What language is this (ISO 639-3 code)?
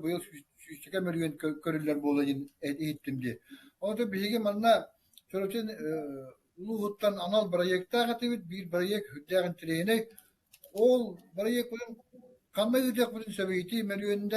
sah